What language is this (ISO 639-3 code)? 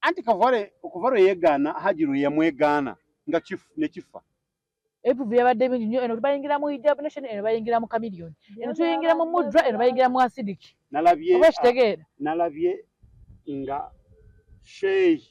lug